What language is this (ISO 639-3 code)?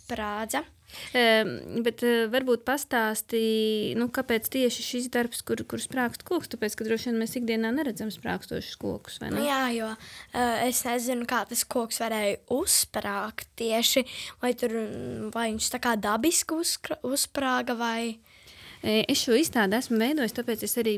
lav